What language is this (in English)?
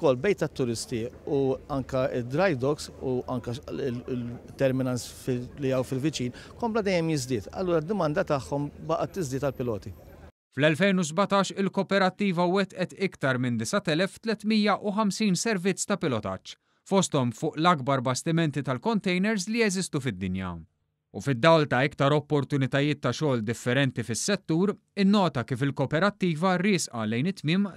Maltese